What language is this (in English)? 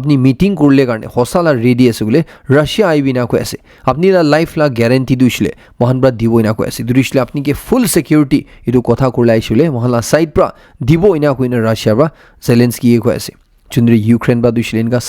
Naga Pidgin